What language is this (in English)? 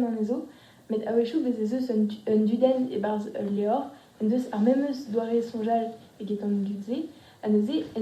Breton